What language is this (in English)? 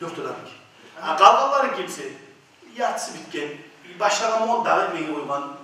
Kumyk